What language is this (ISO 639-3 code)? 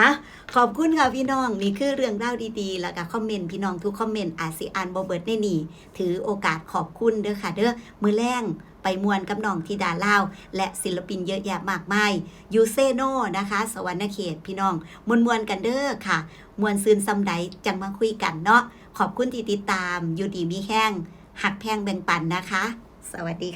tts